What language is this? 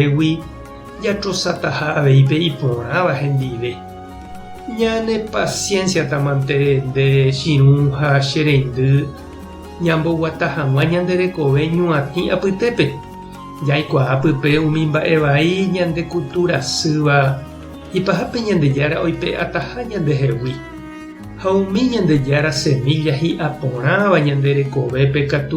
Guarani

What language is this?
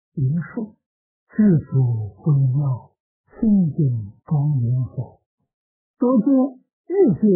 Chinese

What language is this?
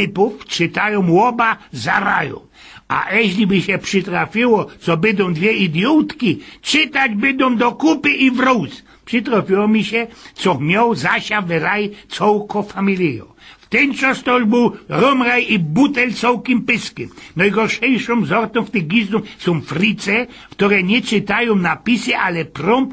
Silesian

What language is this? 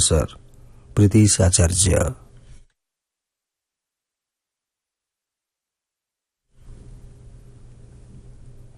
Odia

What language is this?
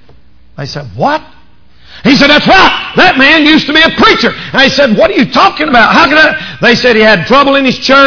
English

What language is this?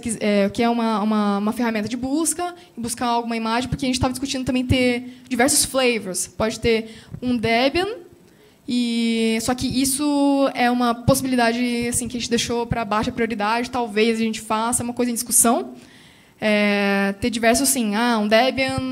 Portuguese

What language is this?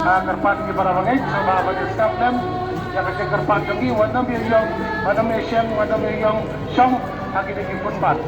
Khasi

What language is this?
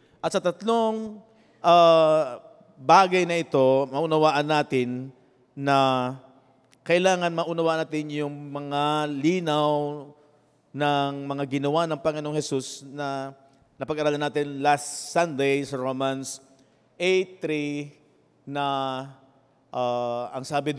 Filipino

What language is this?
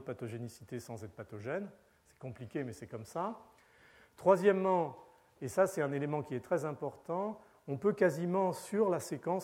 French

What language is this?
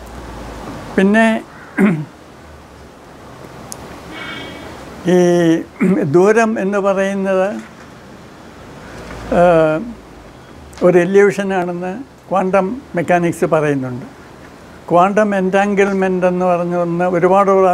Malayalam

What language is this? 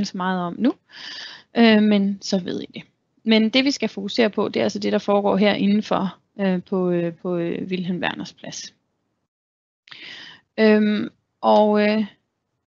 Danish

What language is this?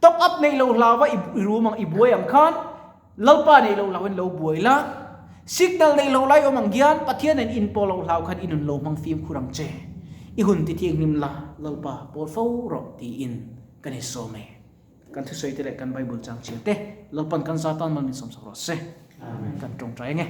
Mizo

